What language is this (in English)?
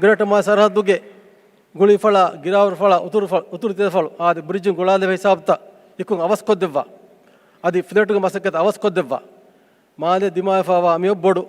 Divehi